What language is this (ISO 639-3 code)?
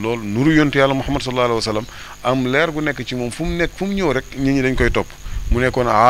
wol